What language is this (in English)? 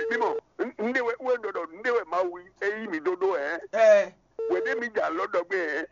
Fon